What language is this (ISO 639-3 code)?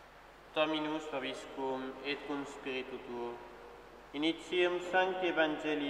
lat